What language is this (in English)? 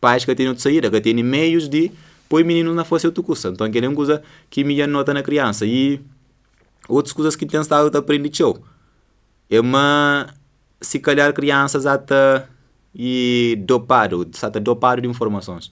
Kabuverdianu